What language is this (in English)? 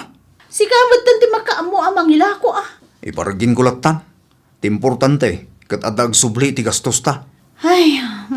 Iloko